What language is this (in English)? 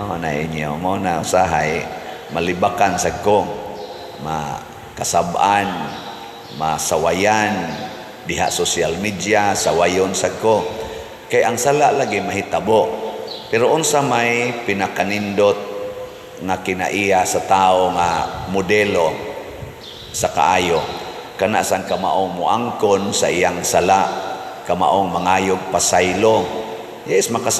Cebuano